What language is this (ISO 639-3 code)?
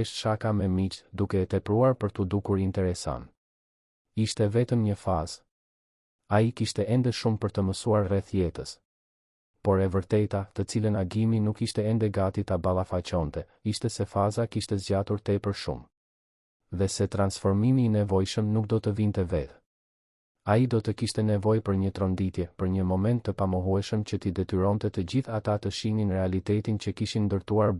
sqi